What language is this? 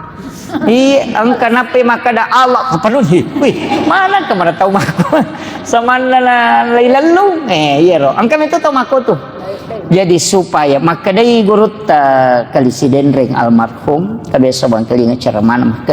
Buginese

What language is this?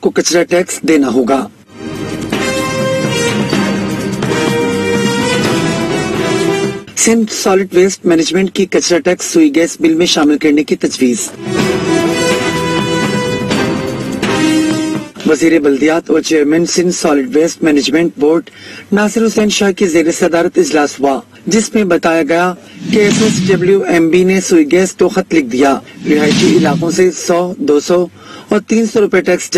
Urdu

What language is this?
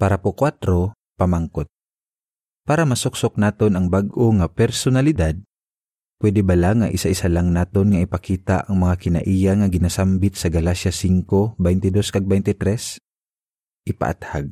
Hiligaynon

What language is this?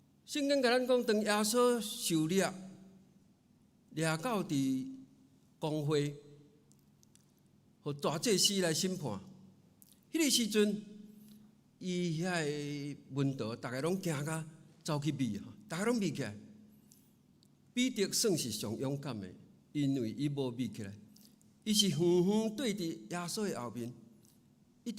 Min Nan Chinese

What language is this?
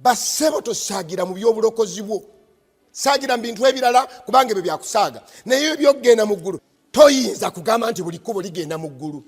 Ganda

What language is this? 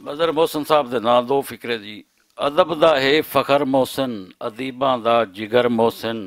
Western Panjabi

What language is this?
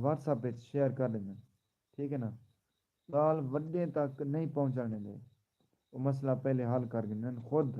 Saraiki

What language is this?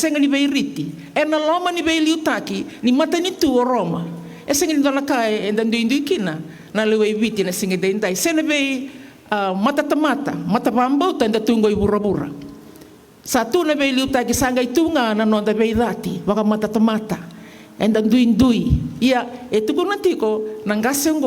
Fijian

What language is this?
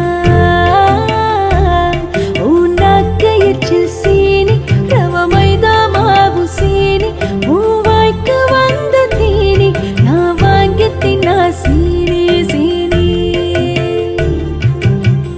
Tamil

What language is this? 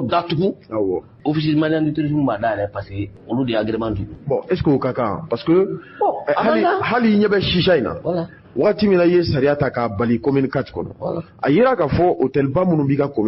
Bambara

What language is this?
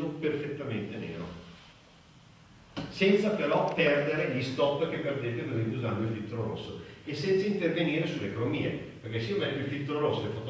Italian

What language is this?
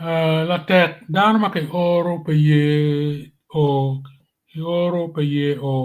Acoli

